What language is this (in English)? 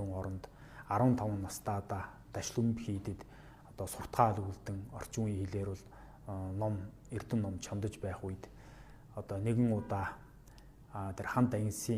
Mongolian